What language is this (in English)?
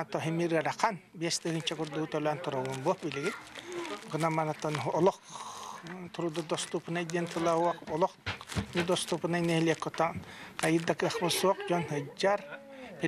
Yakut